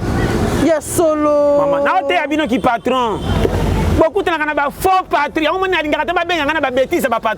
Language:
Lingala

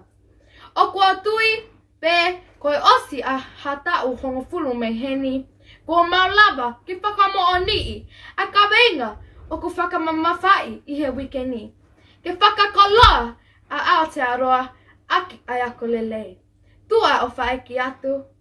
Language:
Tongan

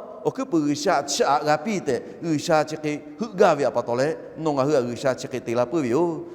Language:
Lahu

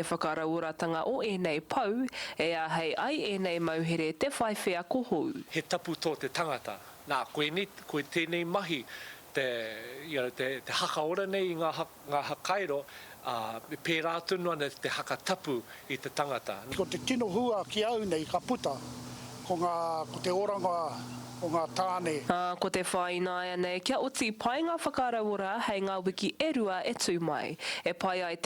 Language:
Māori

